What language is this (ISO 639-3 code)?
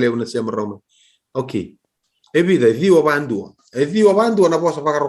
fij